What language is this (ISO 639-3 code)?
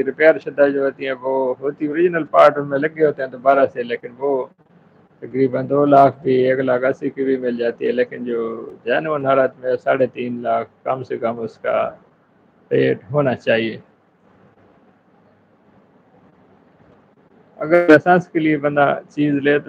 urd